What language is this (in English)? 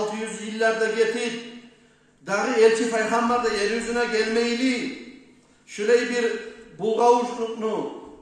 Kumyk